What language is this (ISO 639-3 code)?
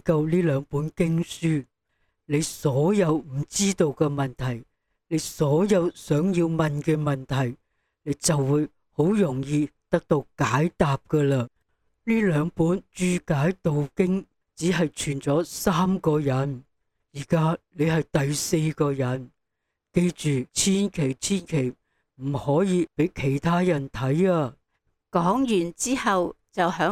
yue